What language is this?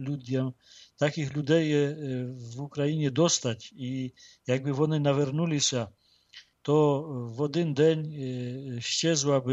Ukrainian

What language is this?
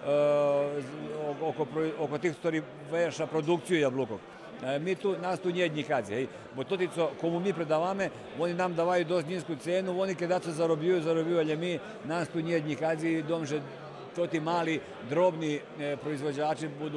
Rusyn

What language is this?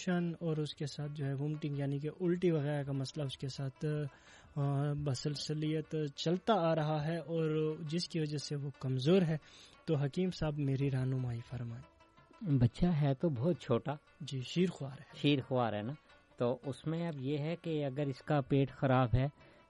Urdu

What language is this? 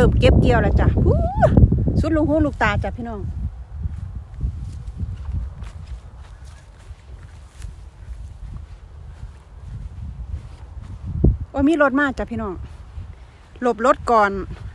Thai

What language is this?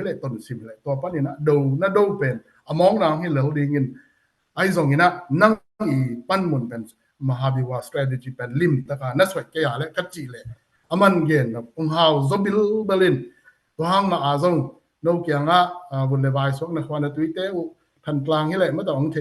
Tedim Chin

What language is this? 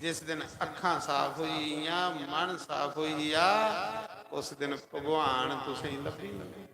Dogri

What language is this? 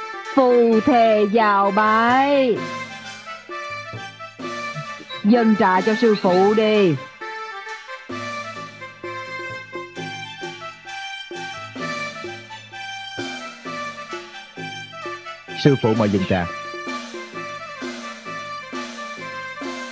Vietnamese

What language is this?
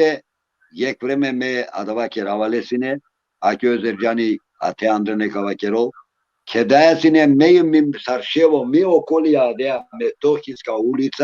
Balkan Romani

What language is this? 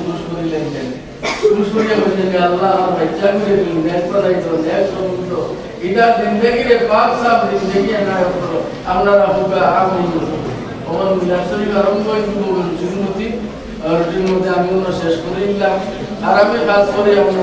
Bangla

